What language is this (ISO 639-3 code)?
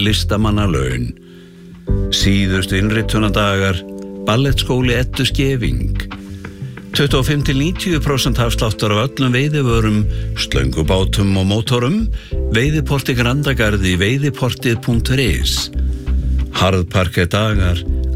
isl